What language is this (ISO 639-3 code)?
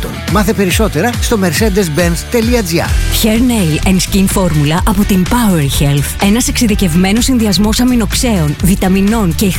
ell